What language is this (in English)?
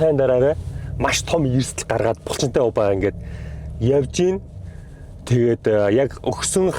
Mongolian